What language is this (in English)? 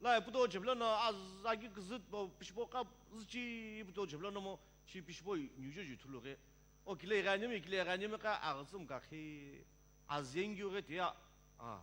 Sumi Naga